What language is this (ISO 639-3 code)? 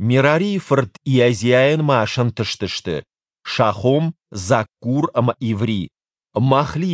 oss